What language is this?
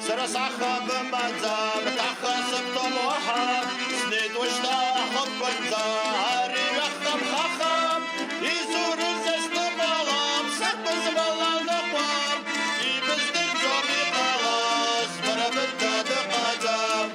Abkhazian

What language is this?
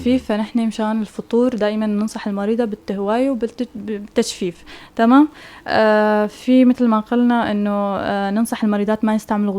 North Levantine Arabic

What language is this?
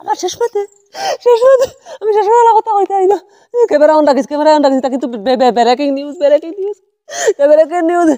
Sylheti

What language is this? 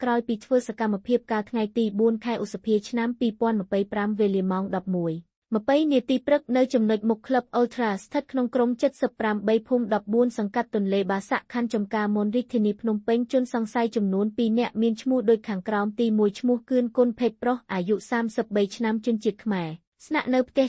Khmer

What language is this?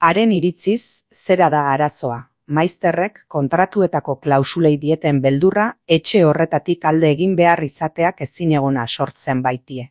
Basque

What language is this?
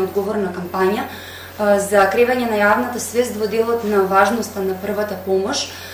Macedonian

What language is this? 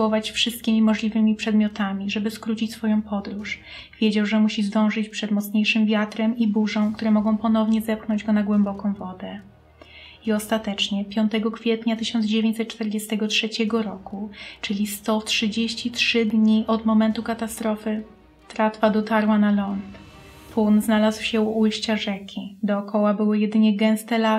Polish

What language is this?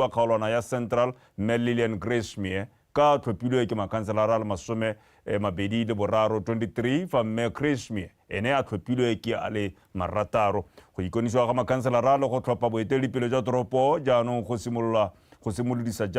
Tswana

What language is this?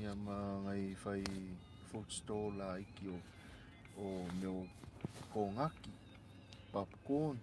Samoan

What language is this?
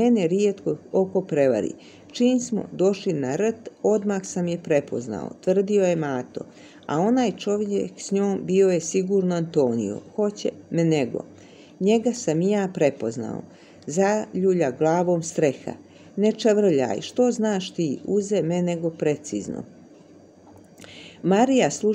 Croatian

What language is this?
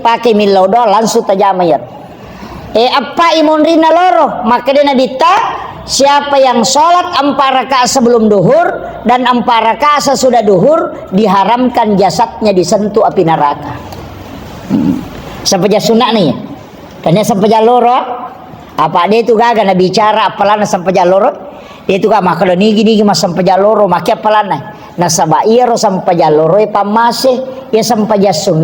Buginese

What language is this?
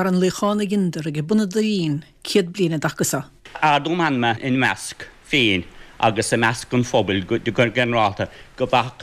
Irish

